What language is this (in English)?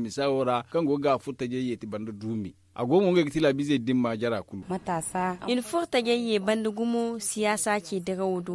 Zarma